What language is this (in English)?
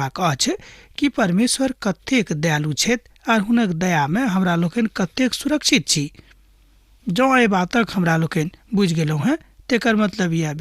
Maithili